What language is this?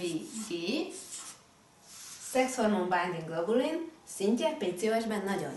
Hungarian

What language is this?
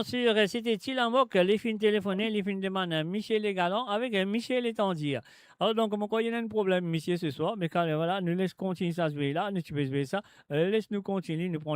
Morisyen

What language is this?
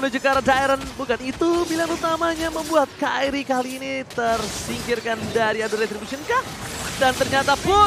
Indonesian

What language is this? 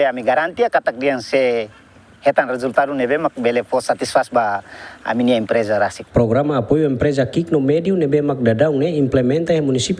Tetum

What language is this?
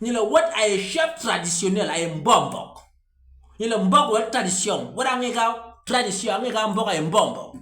Basaa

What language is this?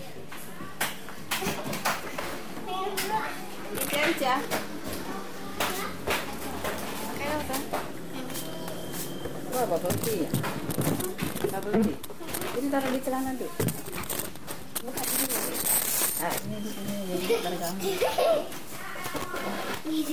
Indonesian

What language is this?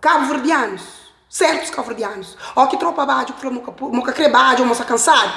Kabuverdianu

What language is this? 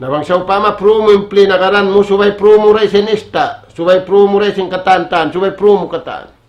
Tausug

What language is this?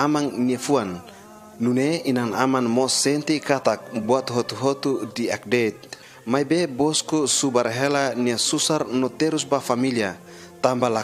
Tetum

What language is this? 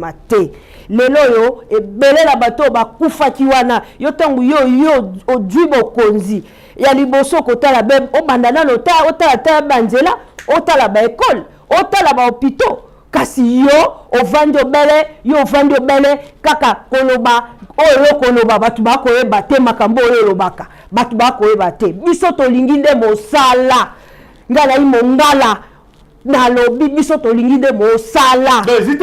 Lingala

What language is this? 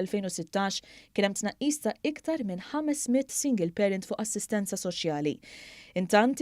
Maltese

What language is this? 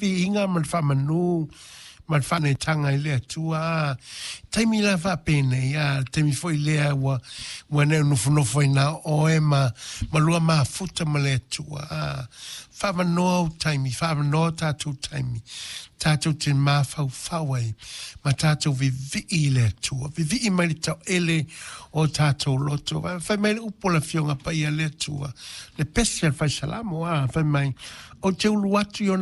Samoan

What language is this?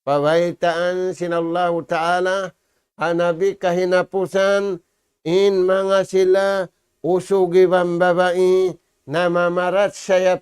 Tausug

